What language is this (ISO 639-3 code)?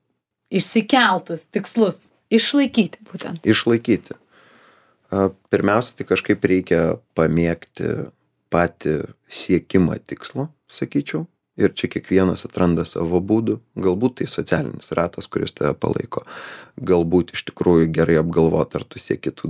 lit